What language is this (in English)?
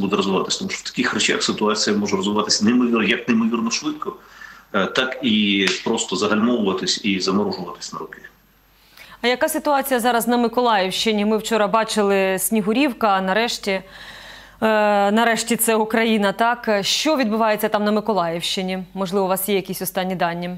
Ukrainian